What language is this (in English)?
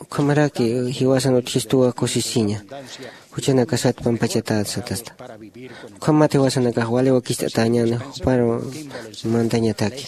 Aymara